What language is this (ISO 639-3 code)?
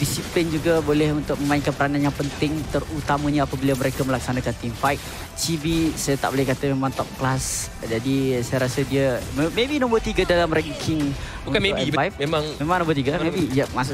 msa